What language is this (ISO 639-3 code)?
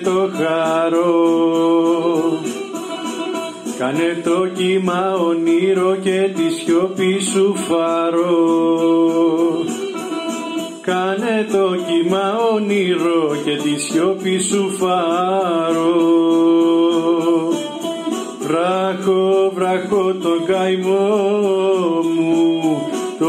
ell